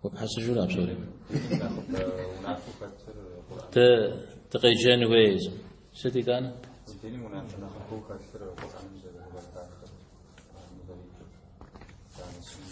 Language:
Kabardian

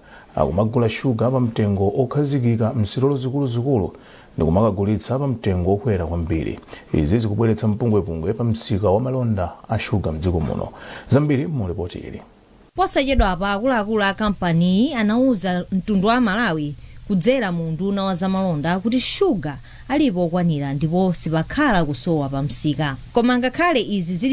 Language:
Nyanja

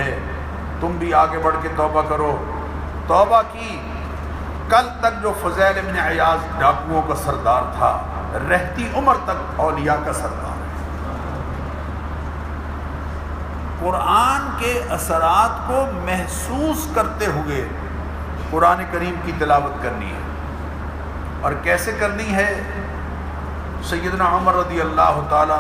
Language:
Urdu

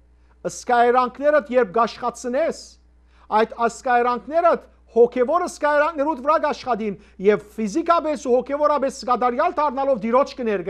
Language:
Western Armenian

